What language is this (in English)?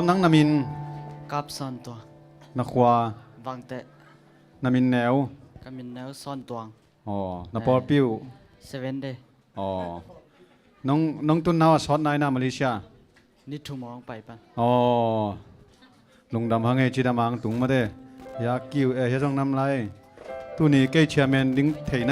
Tedim Chin